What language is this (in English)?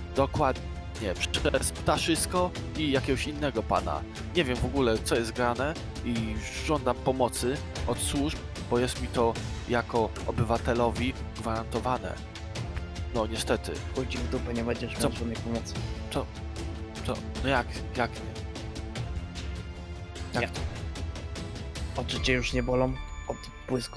Polish